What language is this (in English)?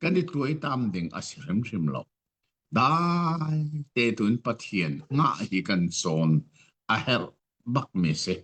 Hakha Chin